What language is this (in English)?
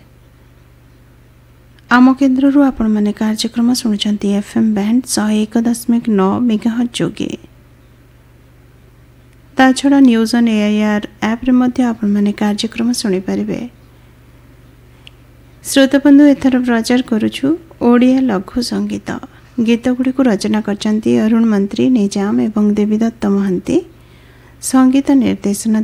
Odia